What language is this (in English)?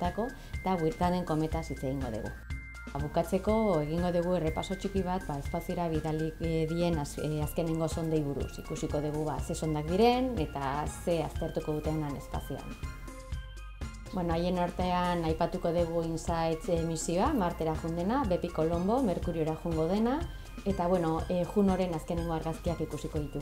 Basque